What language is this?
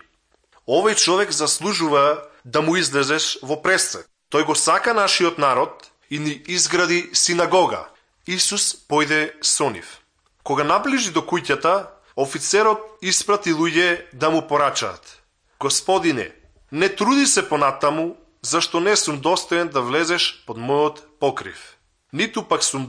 Macedonian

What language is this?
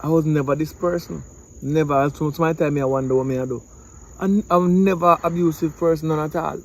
Jamaican Creole English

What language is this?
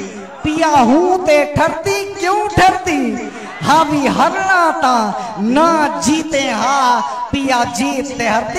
Saraiki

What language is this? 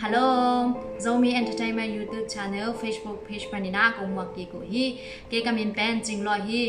Tedim Chin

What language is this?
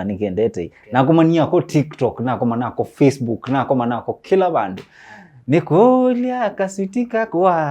Kamba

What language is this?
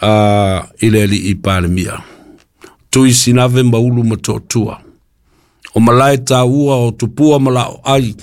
Samoan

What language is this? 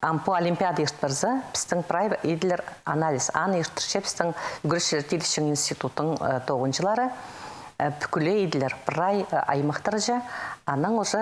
Khakas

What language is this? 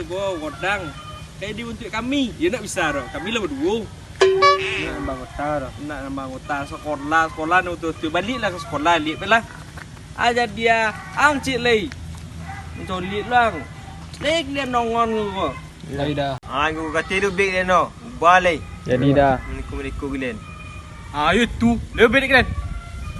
Minangkabau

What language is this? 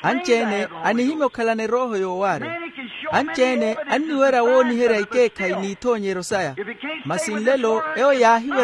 Makhuwa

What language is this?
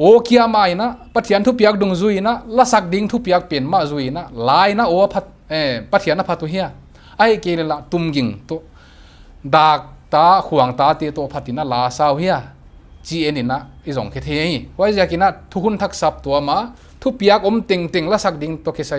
Paite Chin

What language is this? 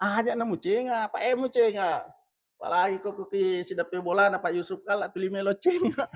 Buginese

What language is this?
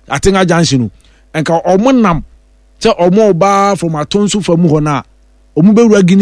Akan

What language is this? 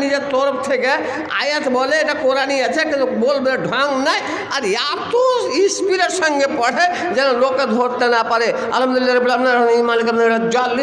Bangla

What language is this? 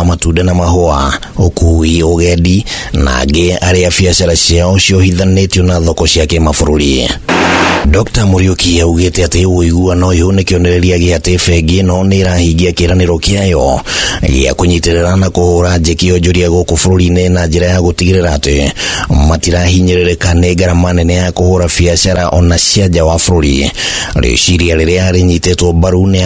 Kikuyu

